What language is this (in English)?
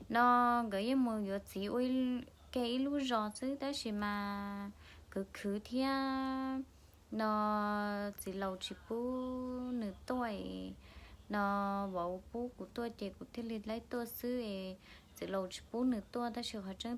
Hmong